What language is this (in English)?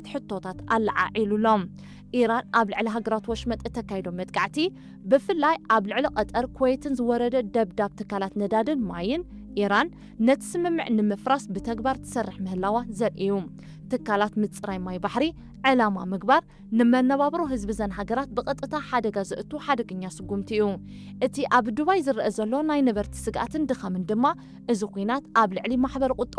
Tigrinya